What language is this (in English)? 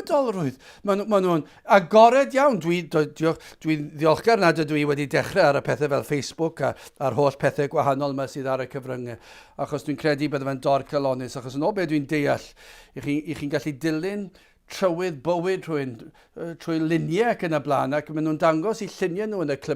Welsh